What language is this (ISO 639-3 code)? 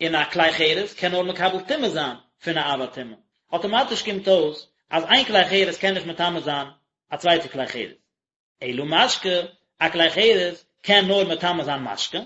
yid